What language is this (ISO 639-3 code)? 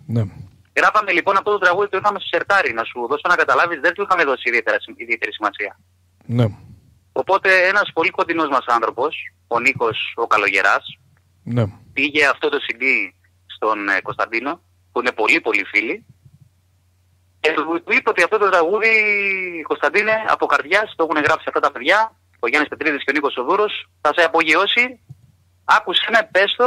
ell